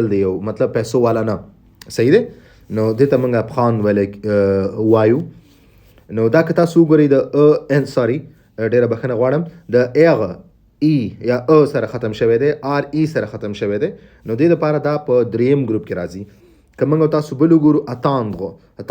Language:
Pashto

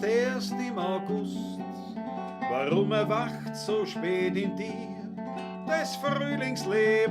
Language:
Bavarian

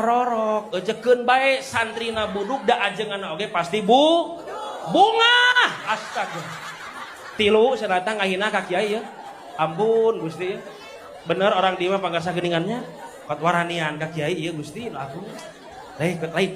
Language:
Sundanese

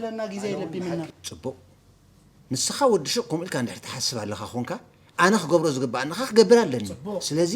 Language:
Tigrinya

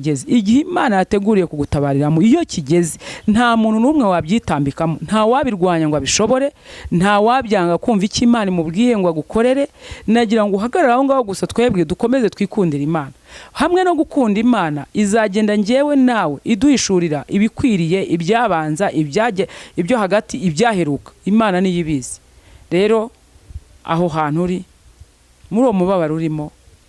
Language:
Kinyarwanda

